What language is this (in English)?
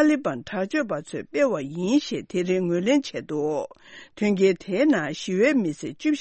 Tibetan